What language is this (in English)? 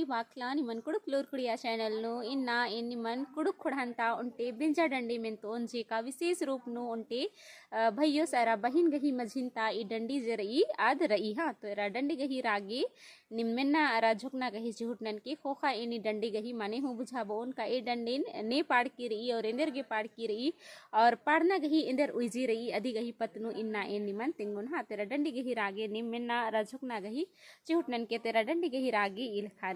Kurukh